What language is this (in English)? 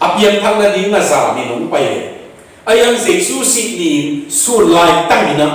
Tedim Chin